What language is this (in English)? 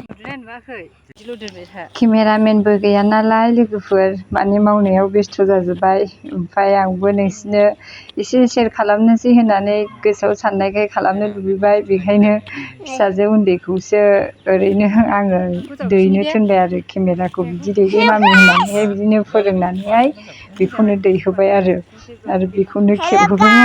Bodo